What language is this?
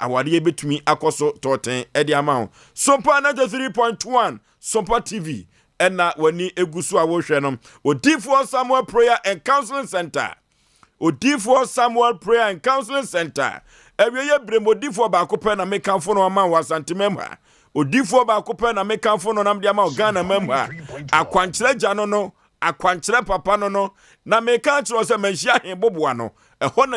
Akan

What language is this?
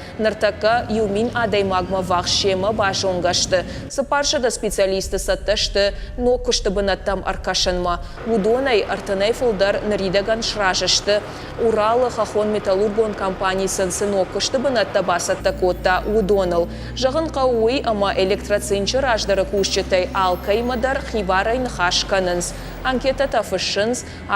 Ossetic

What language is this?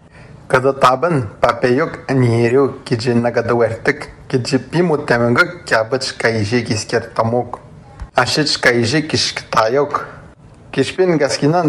Atikamekw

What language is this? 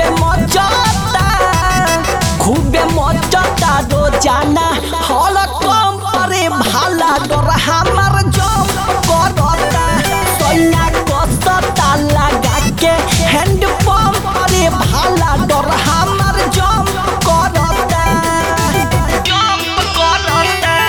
Bhojpuri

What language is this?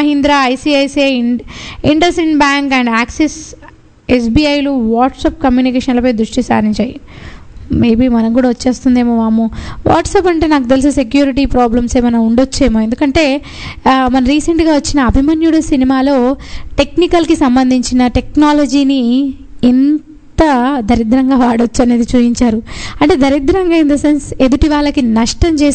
Telugu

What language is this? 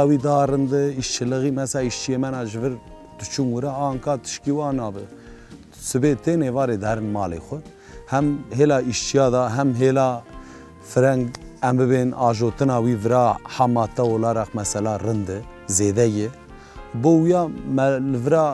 Kurdish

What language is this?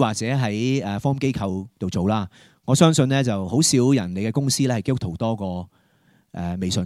Cantonese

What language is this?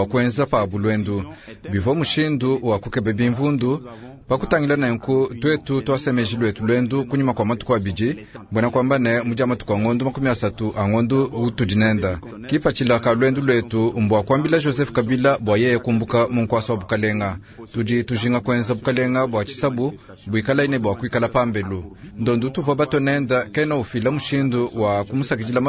Luba-Lulua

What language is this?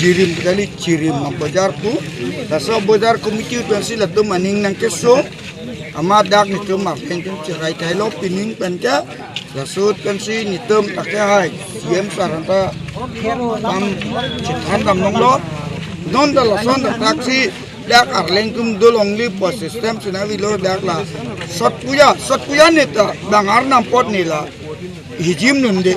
Karbi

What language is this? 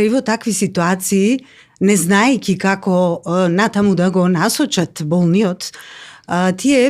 Macedonian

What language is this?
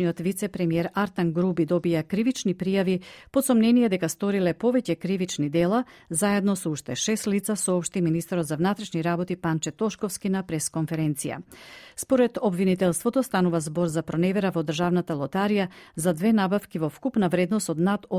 Macedonian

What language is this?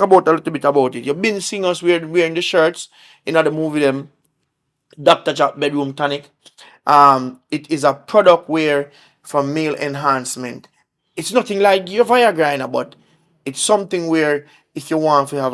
Jamaican Creole English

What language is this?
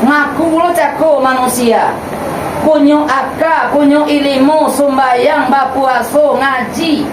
Minangkabau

